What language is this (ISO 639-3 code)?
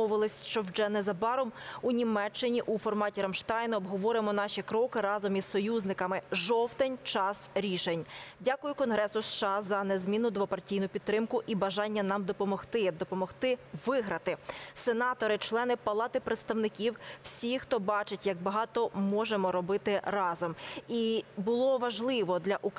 ukr